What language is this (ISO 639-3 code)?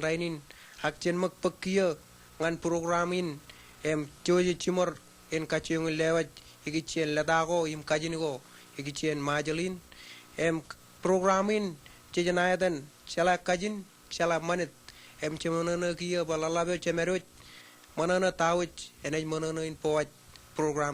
mah